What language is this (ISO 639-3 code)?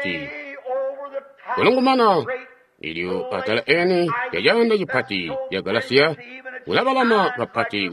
toi